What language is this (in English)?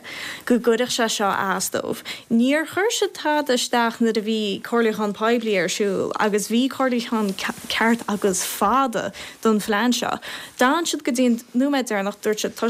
Irish